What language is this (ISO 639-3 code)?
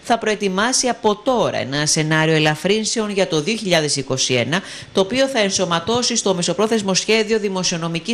ell